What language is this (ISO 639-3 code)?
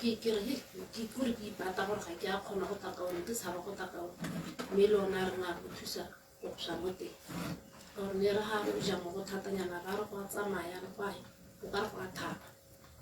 tsn